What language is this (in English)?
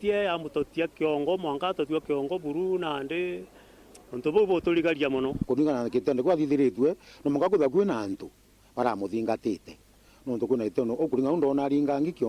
Meru